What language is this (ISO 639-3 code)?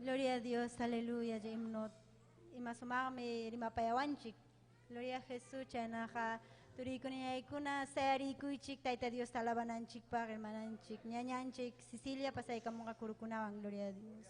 quy